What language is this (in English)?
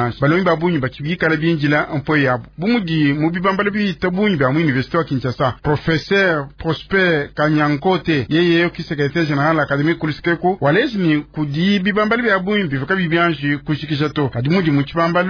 Luba-Lulua